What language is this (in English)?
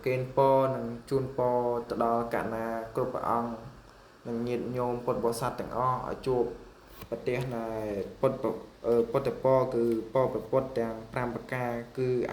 Khmer